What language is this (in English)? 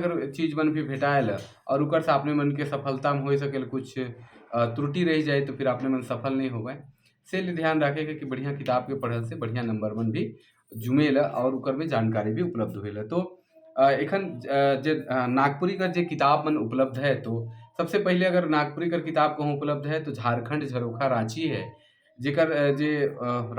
Sadri